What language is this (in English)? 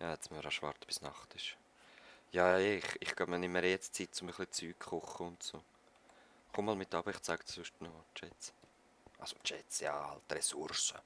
Swiss German